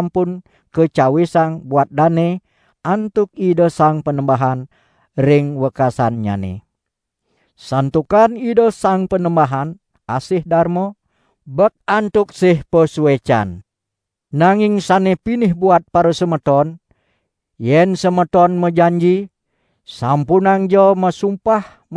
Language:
Balinese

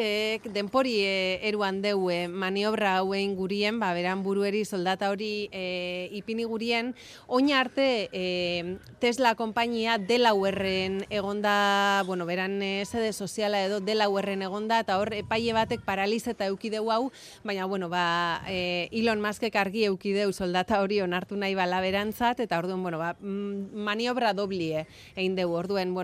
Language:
Basque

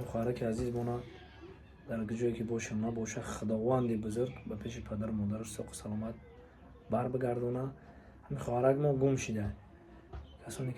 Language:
Tajik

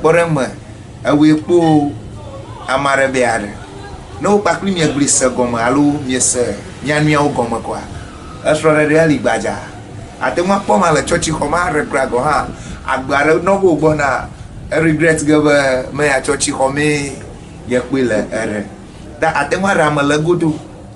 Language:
Ewe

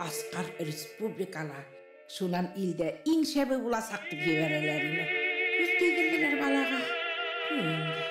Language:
Bashkir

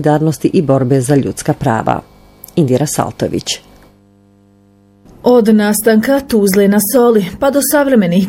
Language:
Bosnian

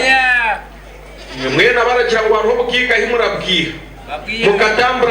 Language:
Nyankole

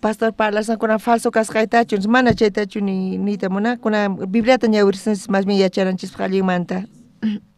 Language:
South Bolivian Quechua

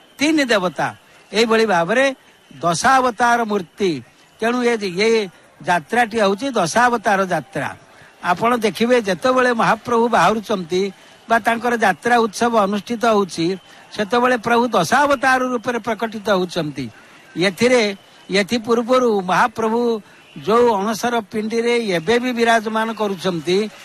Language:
Odia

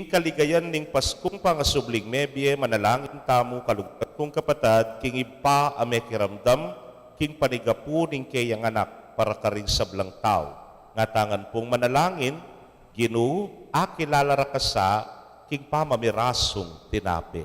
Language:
Pampanga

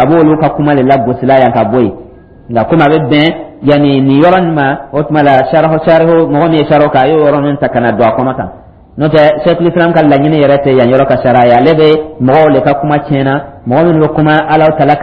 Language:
Dyula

